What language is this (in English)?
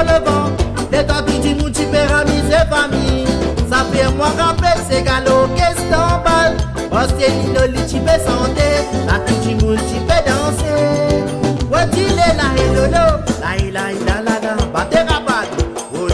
Réunion Creole French